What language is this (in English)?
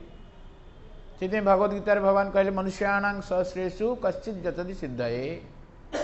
Odia